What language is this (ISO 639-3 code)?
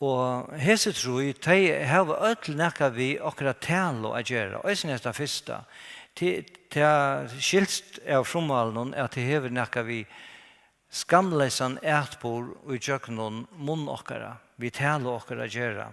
fao